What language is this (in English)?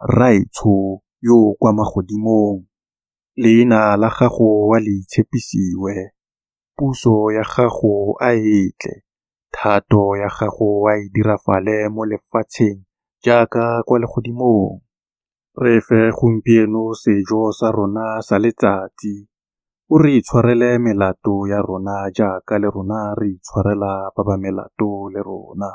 Tswana